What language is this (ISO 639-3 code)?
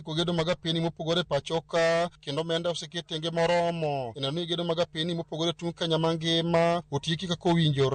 luo